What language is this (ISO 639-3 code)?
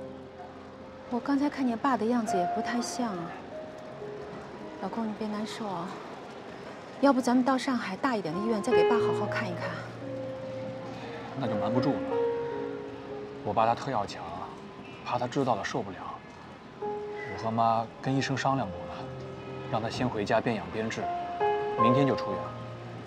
zho